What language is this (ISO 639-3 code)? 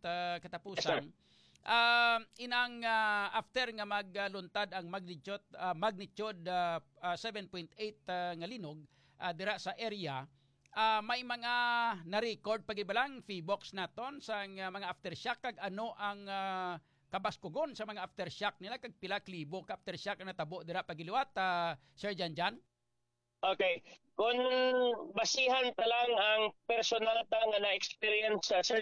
hil